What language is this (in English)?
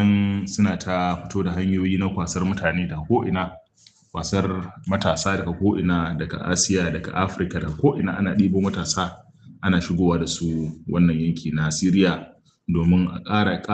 Hausa